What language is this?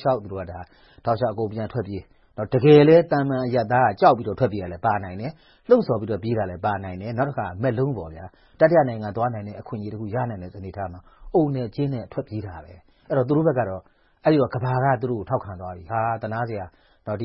Burmese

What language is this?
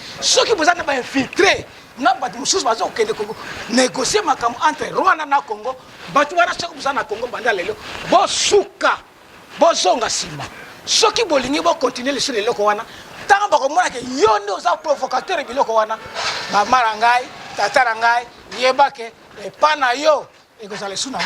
Lingala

